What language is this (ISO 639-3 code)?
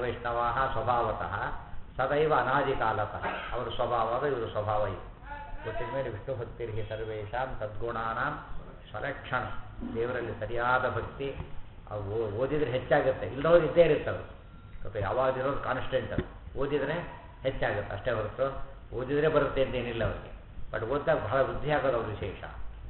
kan